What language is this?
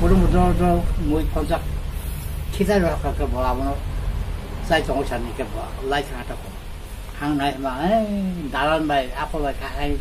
Kok Borok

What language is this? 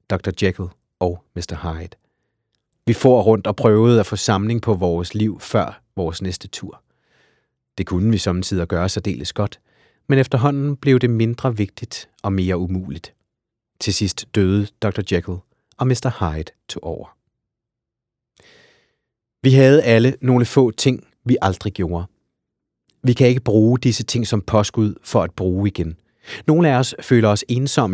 Danish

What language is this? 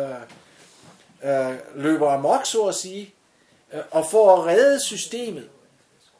Danish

